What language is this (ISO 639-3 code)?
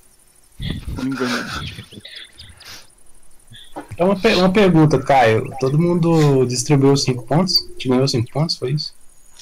por